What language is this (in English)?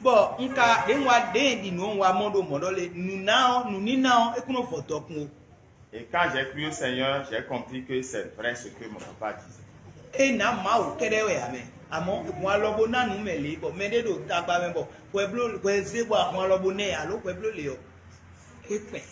Fon